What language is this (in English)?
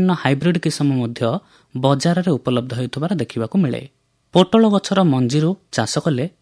Odia